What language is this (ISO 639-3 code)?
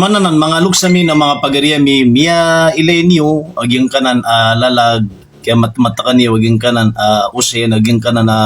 mrw